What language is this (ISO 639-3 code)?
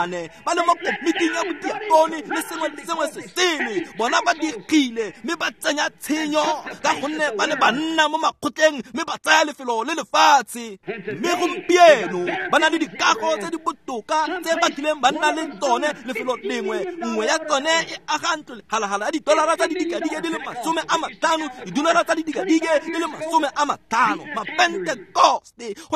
tsn